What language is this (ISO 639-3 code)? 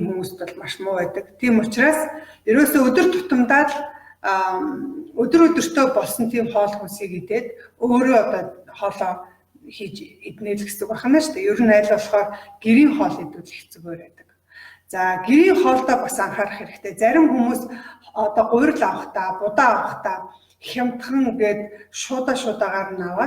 mon